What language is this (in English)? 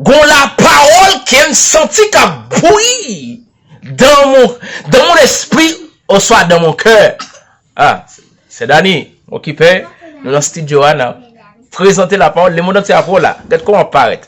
Haitian Creole